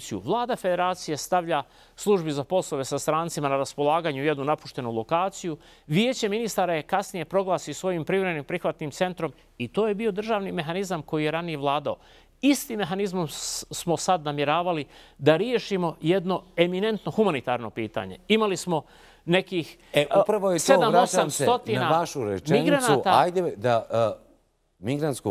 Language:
Bosnian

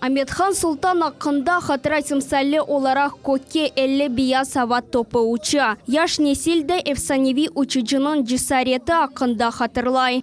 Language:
Crimean Tatar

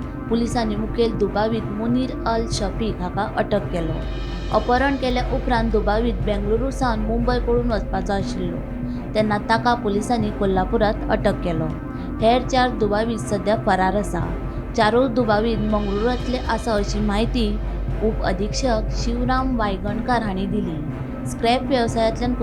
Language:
Konkani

